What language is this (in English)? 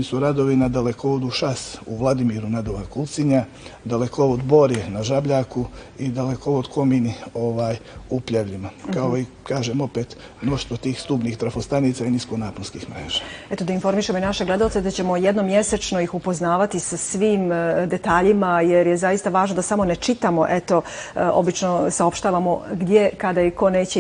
Bosnian